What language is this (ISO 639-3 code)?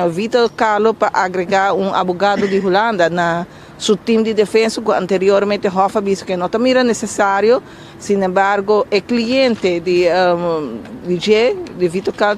pap